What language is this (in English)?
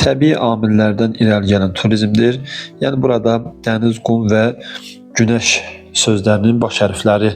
Azerbaijani